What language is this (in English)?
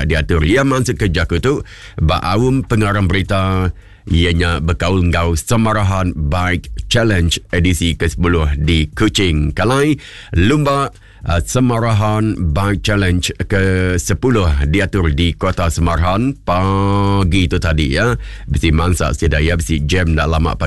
Iban